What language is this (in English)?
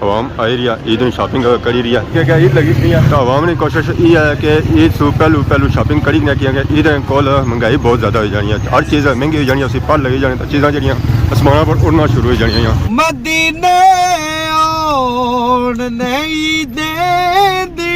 Pahari-Potwari